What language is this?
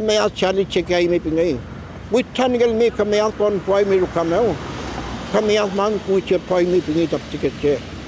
Mapuche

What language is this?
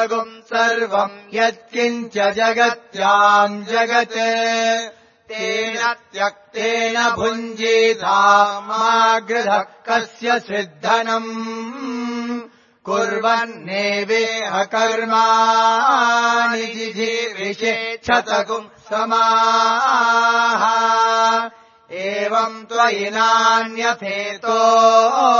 Sanskrit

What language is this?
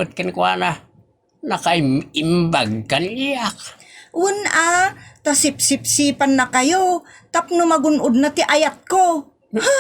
Iloko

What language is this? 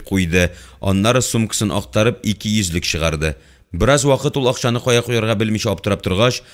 Tatar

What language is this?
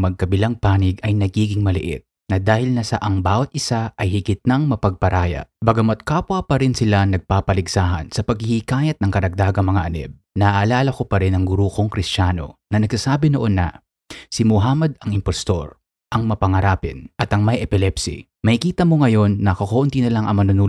Filipino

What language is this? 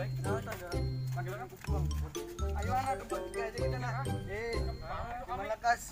Banjar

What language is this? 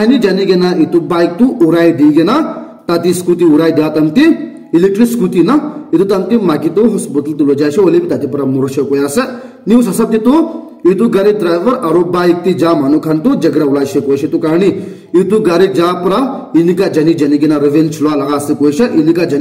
Naga Pidgin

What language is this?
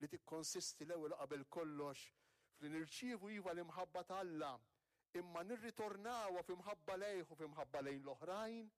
Maltese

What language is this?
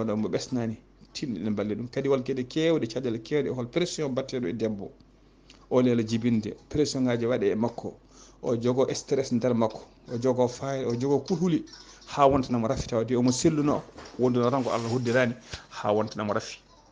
Fula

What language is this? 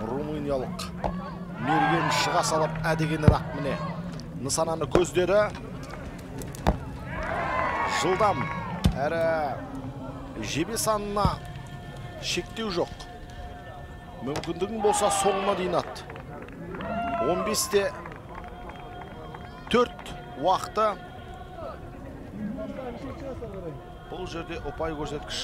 Kazakh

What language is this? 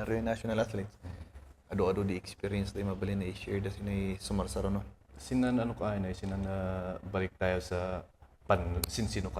Kankanaey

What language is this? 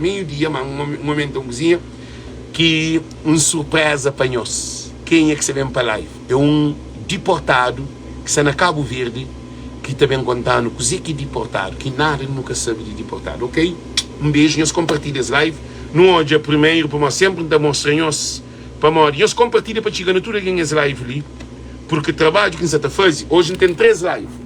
Kabuverdianu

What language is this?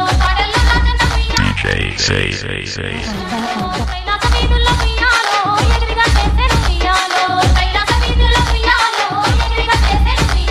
Telugu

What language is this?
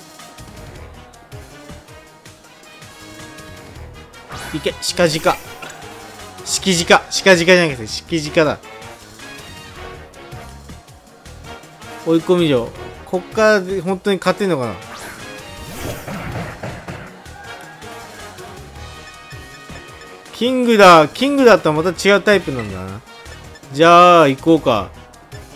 Japanese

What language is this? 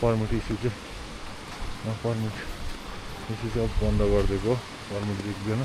Nepali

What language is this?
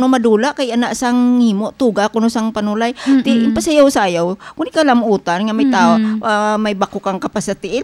Hiligaynon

